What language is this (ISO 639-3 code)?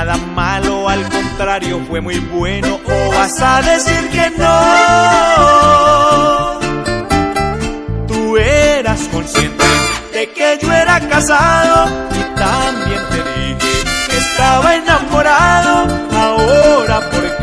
spa